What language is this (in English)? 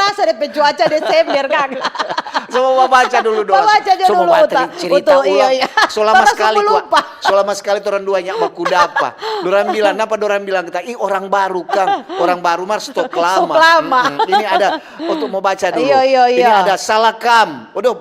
Manado Malay